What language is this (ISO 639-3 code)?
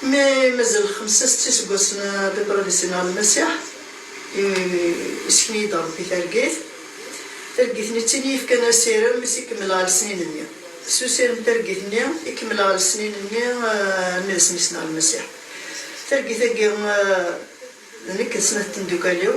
kab